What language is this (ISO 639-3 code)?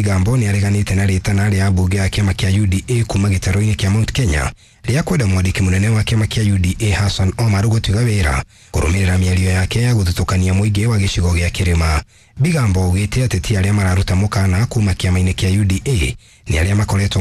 kik